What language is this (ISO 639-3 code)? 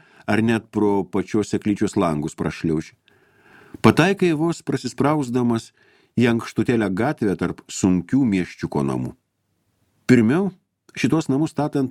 lit